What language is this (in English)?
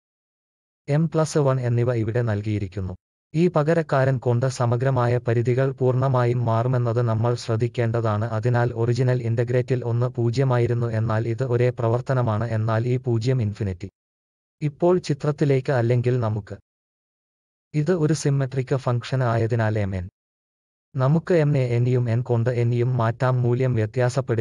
Malayalam